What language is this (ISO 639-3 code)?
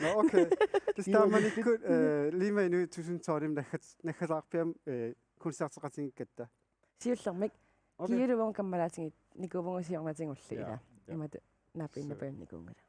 kal